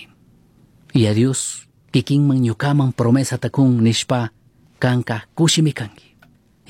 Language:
Chimborazo Highland Quichua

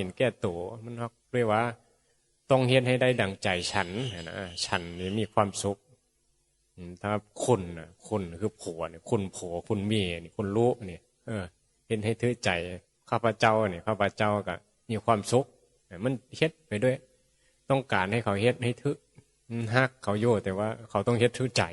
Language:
Northeastern Thai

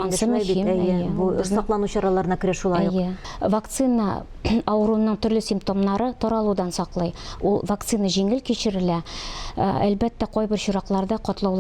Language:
Tatar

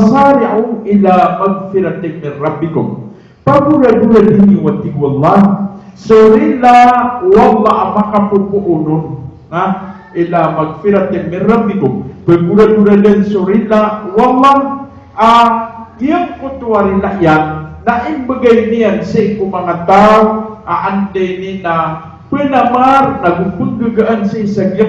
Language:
Maranao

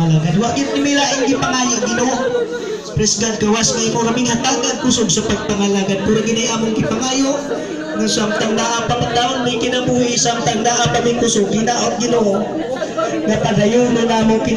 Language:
Cebuano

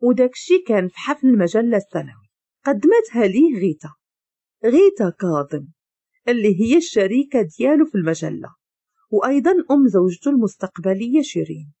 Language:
Moroccan Arabic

